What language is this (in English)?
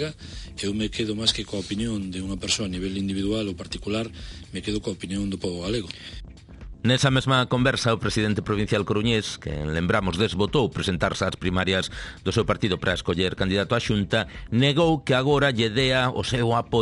Galician